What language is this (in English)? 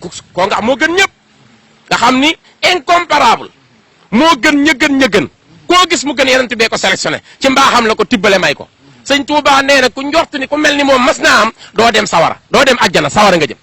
Wolof